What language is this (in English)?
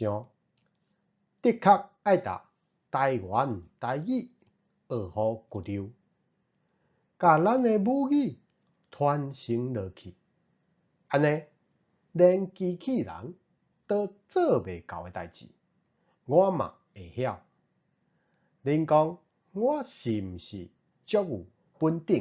Min Nan Chinese